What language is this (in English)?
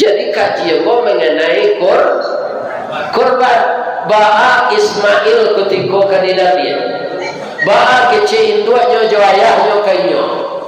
Minangkabau